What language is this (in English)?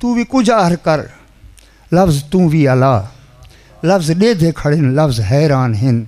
Saraiki